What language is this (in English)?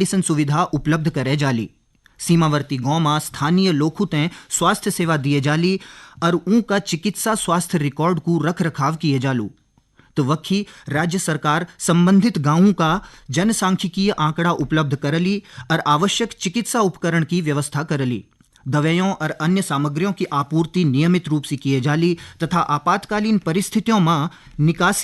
Garhwali